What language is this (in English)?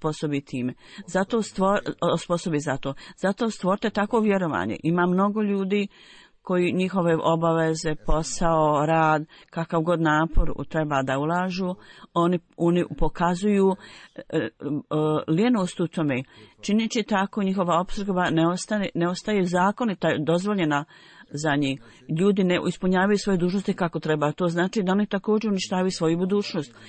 Bosnian